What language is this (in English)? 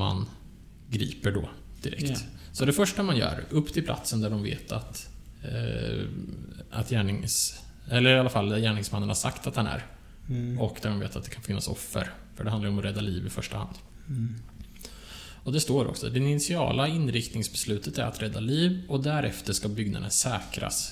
Swedish